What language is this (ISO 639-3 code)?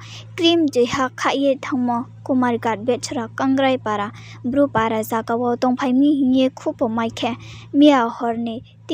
ria